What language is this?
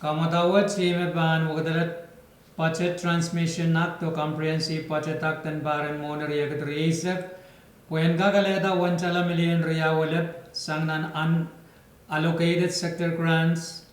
Pohnpeian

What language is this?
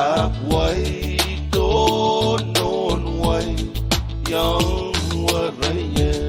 Pohnpeian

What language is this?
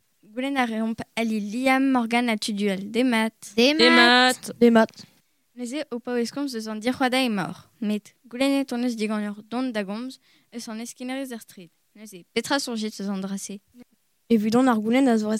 Breton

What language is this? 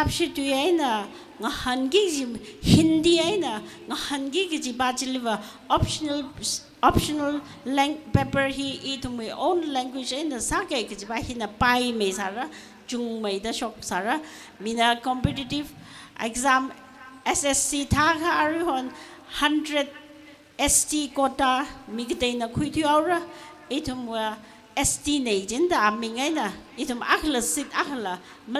Tangkhul Naga (India)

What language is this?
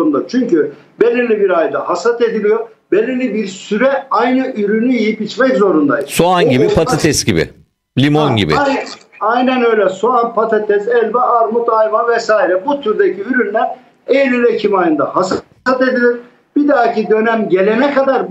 Turkish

